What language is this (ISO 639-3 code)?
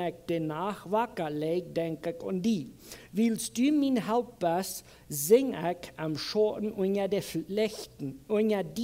pdt